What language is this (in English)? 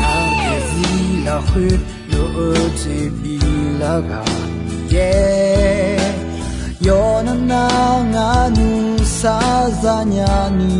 Akha